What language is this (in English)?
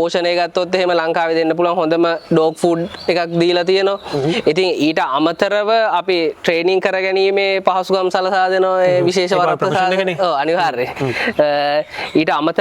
Sinhala